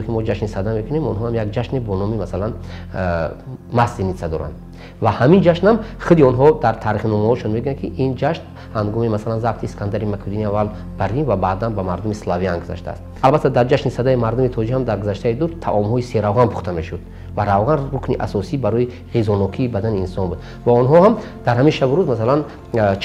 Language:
Tajik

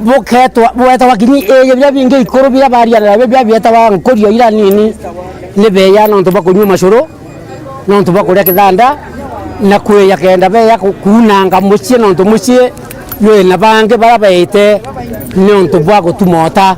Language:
Meru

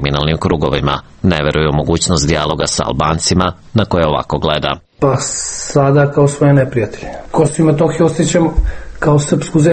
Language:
Serbian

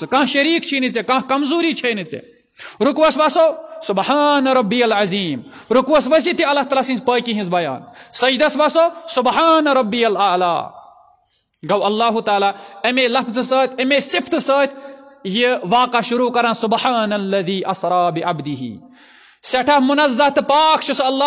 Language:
Kashmiri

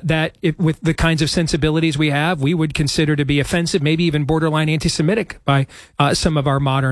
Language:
English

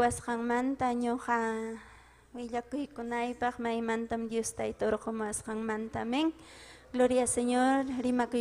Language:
Ayacucho Quechua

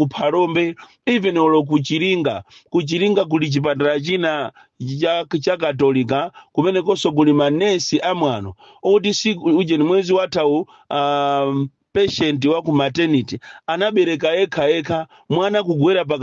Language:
Nyanja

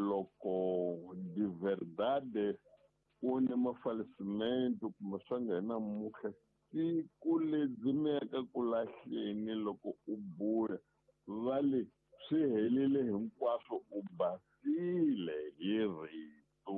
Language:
Tsonga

